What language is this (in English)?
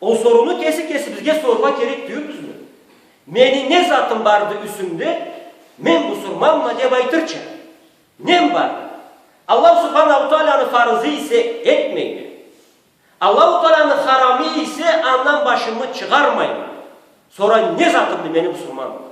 Karachay-Balkar